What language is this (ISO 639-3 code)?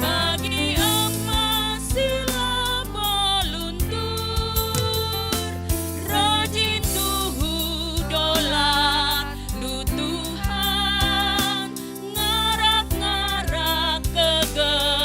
btx